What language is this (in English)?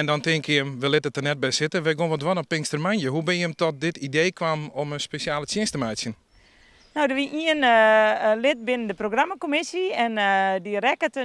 Western Frisian